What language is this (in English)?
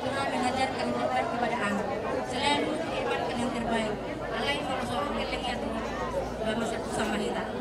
Batak Toba